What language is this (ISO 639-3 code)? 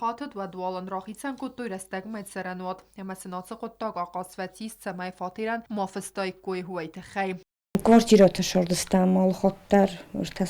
oss